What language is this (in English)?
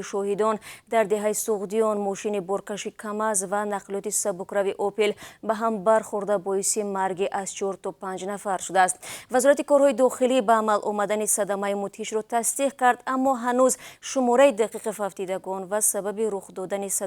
Tajik